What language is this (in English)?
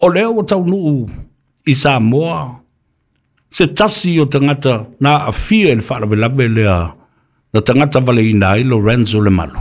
Samoan